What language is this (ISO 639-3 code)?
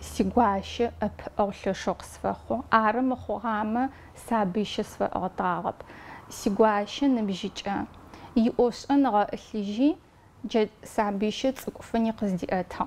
ady